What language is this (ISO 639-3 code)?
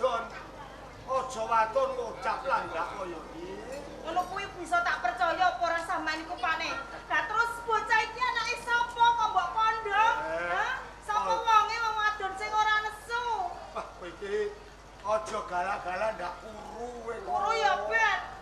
jav